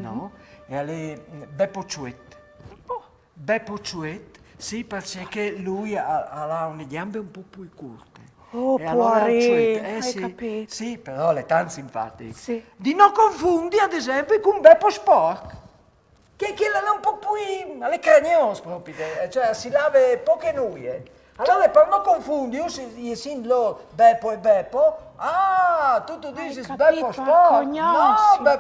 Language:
Friulian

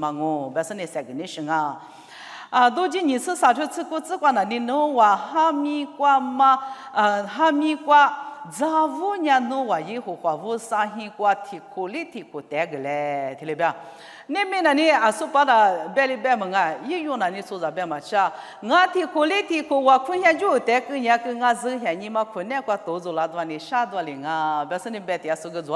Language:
Lisu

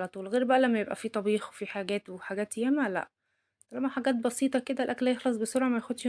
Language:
Egyptian Arabic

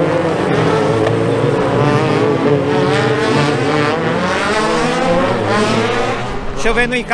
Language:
Portuguese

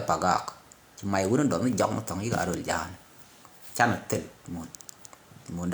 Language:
Nuer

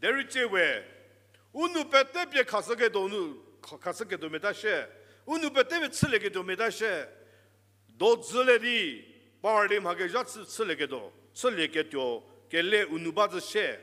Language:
Angami Naga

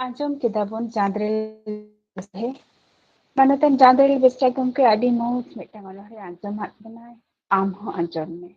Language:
Santali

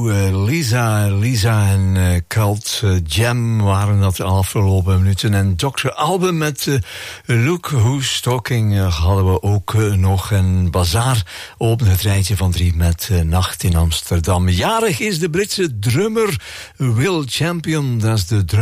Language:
Dutch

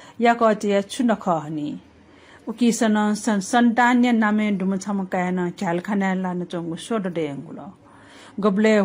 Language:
Newari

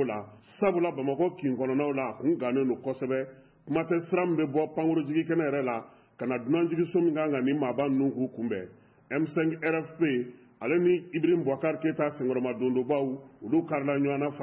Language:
Bambara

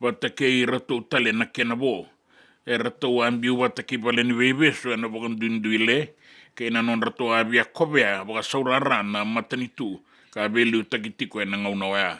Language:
Fijian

